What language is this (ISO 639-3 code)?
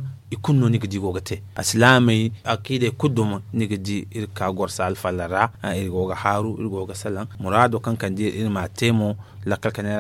dje